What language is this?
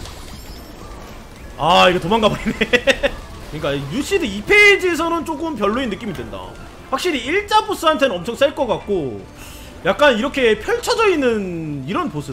Korean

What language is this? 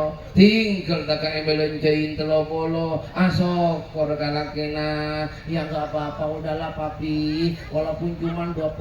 Madurese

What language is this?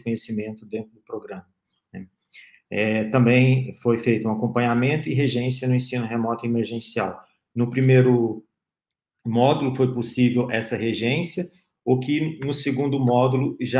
Portuguese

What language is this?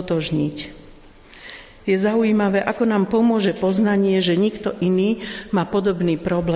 Slovak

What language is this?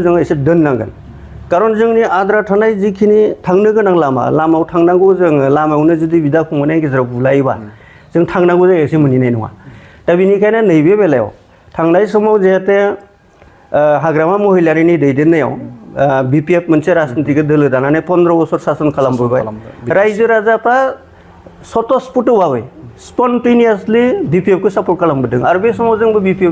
Bodo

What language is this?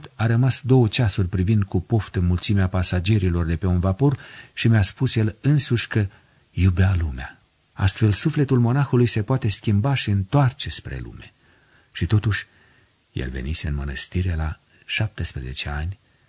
Romanian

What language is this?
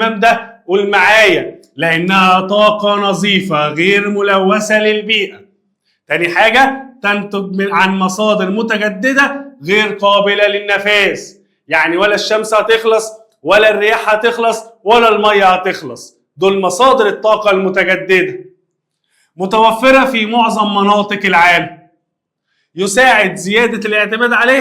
Egyptian Arabic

